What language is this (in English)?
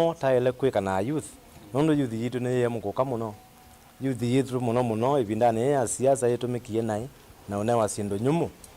Kamba